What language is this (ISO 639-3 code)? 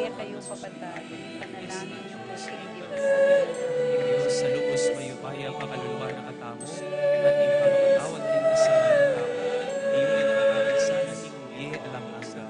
pam